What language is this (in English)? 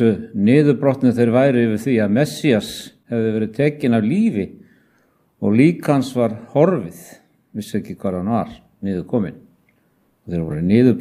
Icelandic